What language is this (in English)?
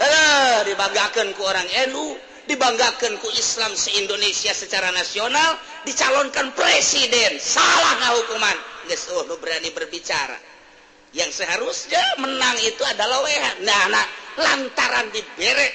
Sundanese